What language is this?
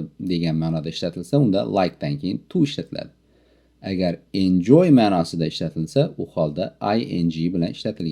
Uzbek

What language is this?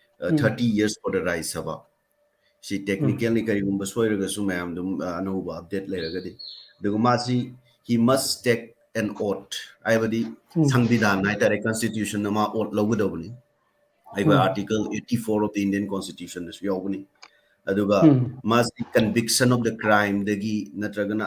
Manipuri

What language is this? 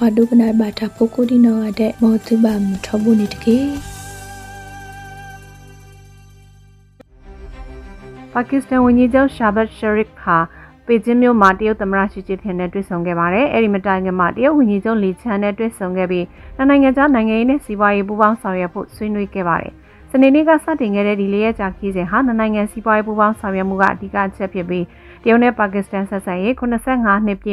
Burmese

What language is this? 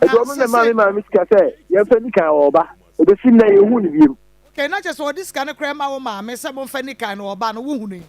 Akan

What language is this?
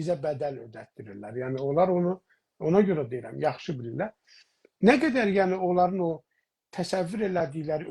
South Azerbaijani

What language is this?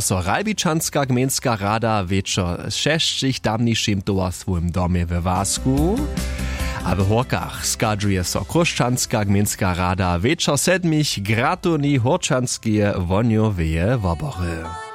Upper Sorbian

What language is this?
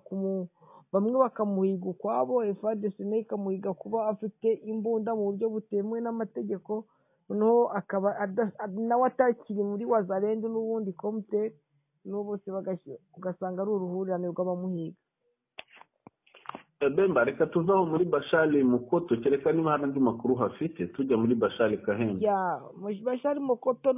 Kinyarwanda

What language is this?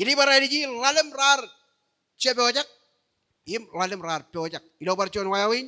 Marshallese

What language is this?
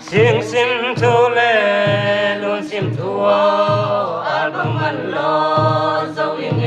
Paite Chin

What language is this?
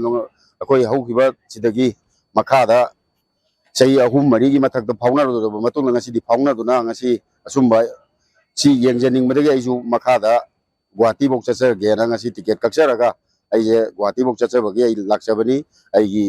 Manipuri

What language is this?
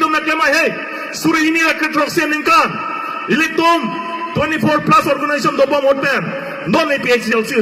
Karbi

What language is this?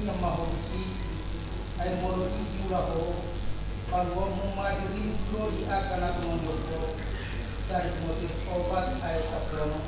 Batak Toba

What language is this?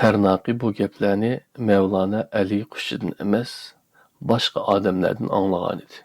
Uyghur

